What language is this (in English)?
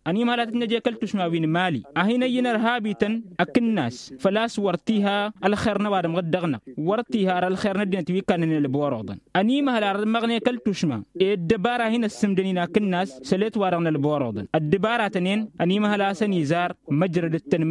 Tamasheq